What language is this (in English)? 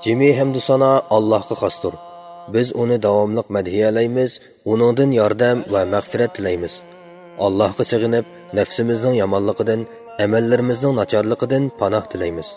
Uyghur